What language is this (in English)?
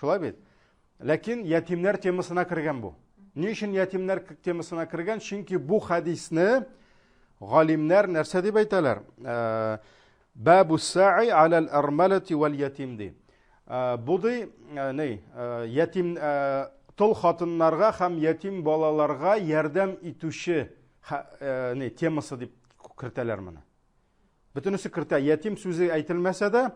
Tatar